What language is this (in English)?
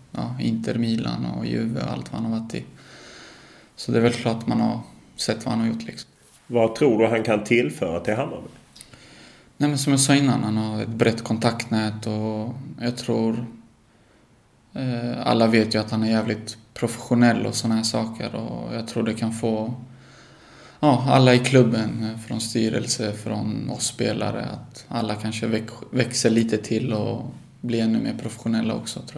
Swedish